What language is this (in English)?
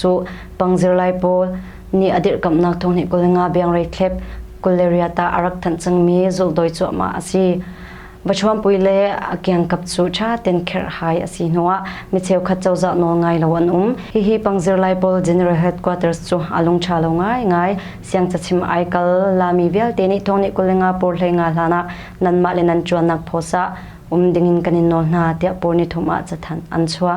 Hakha Chin